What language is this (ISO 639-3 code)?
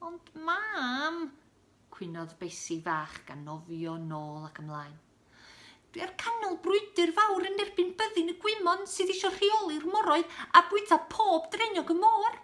cym